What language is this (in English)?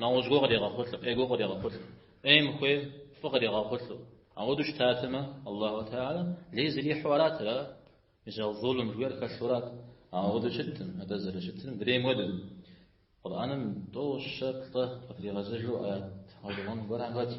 Kabardian